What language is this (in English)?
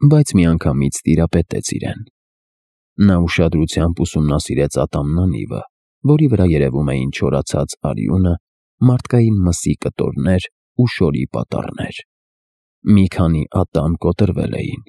Armenian